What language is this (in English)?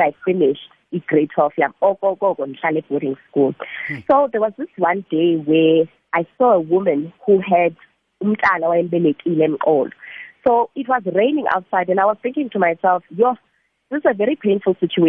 South Ndebele